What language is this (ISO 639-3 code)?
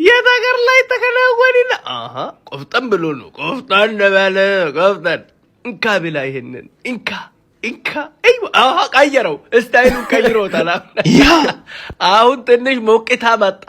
amh